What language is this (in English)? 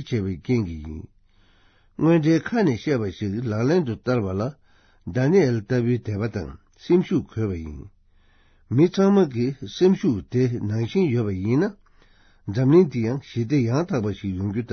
Tibetan